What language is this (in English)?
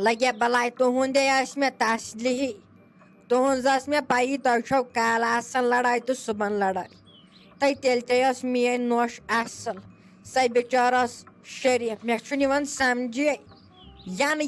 Kashmiri